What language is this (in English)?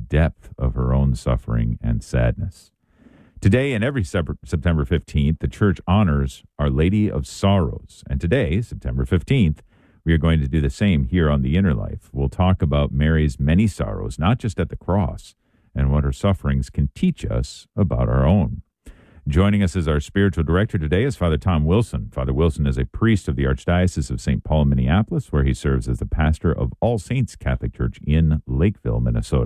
English